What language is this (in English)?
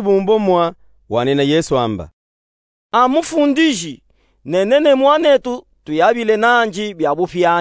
Luba-Katanga